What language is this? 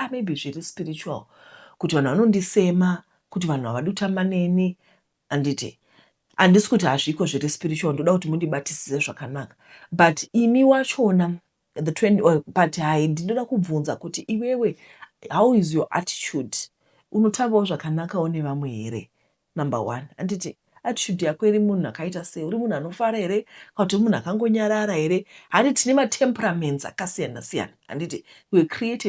Shona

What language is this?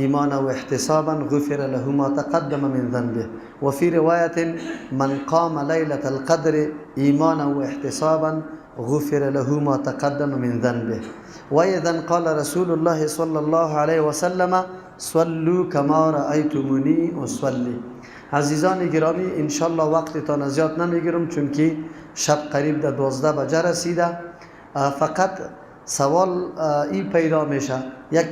Persian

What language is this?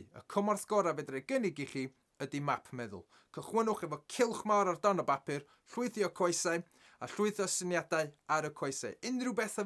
Welsh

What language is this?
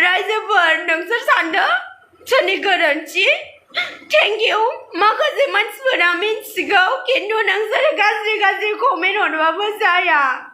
Bodo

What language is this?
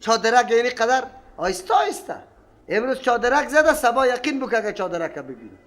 Persian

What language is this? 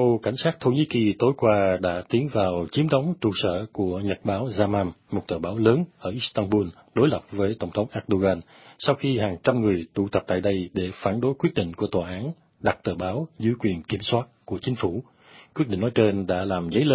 Vietnamese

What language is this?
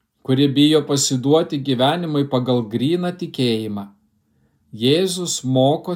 Lithuanian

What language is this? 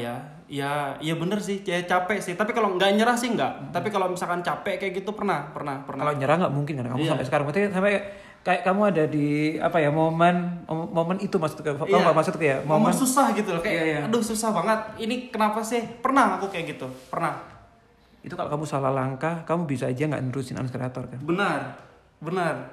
Indonesian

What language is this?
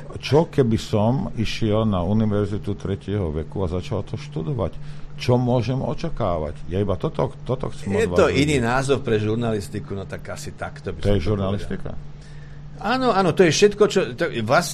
Slovak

